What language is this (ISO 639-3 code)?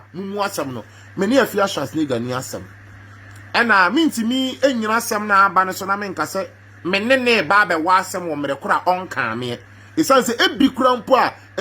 aka